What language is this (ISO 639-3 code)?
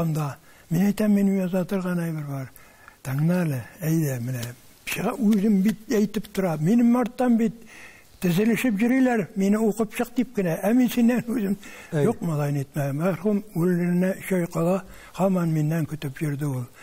tat